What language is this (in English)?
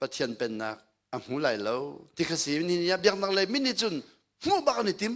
Hakha Chin